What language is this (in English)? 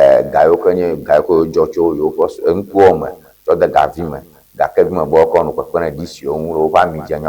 Ewe